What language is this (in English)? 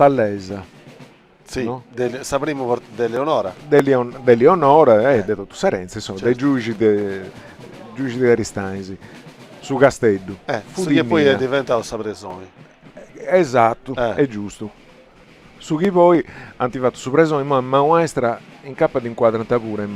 Sardinian